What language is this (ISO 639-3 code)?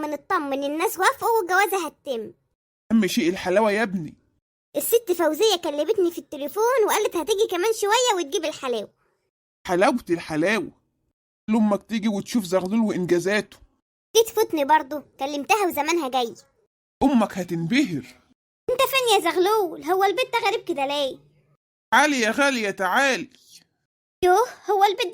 arz